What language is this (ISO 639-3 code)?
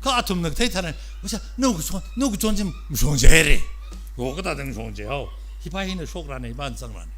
nmf